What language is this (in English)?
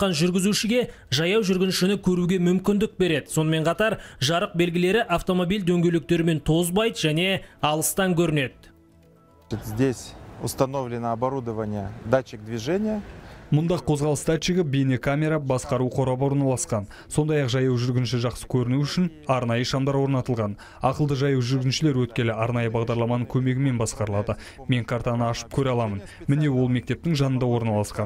Kazakh